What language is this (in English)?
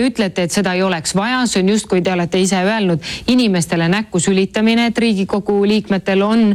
Estonian